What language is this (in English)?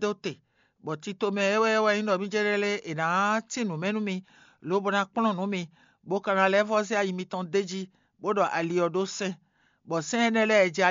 Fon